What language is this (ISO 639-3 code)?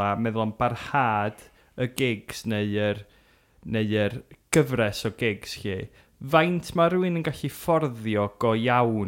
cym